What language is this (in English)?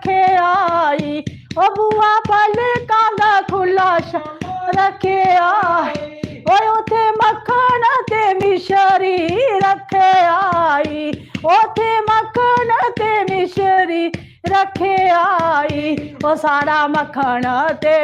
Dogri